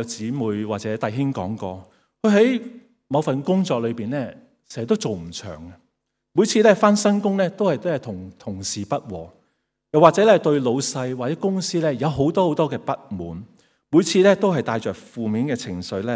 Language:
Cantonese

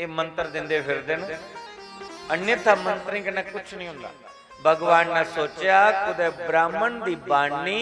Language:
Dogri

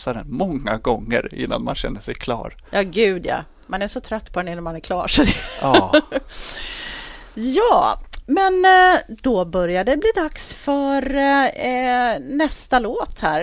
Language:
Swedish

